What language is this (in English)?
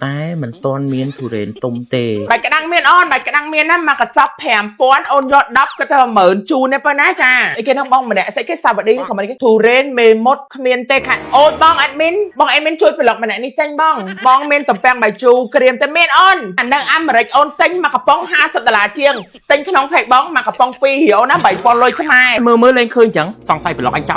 Khmer